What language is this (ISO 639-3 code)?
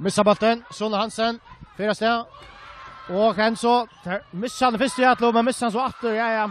fao